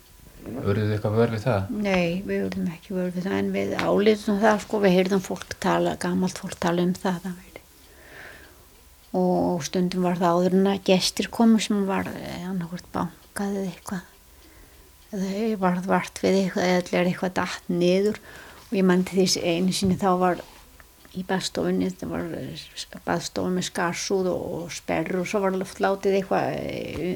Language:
Icelandic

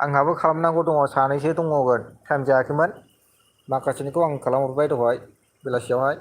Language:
Bodo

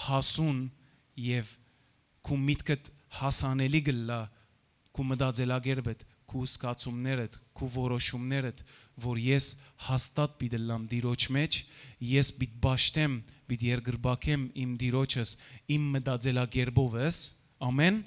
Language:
Western Armenian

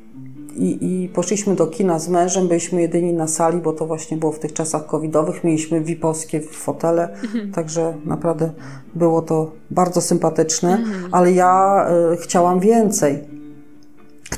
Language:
Polish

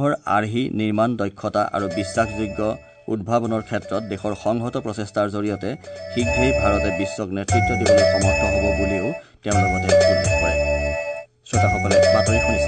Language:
Assamese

